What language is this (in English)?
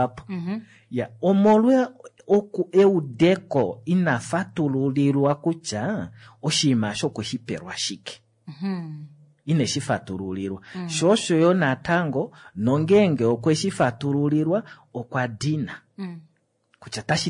Kuanyama